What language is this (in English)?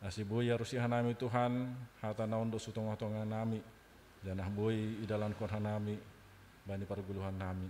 Batak Simalungun